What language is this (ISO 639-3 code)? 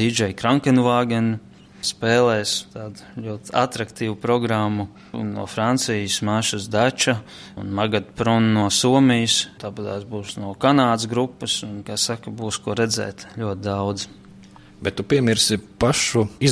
lav